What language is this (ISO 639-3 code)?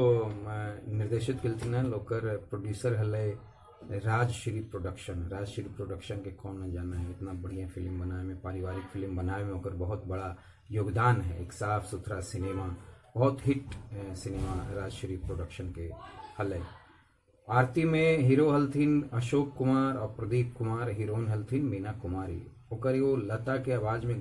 mag